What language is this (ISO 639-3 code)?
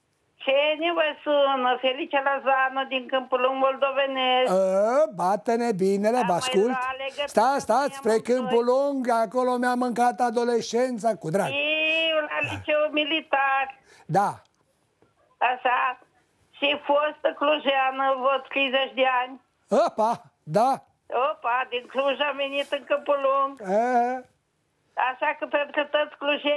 ron